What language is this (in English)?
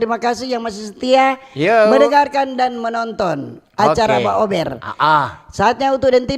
Manado Malay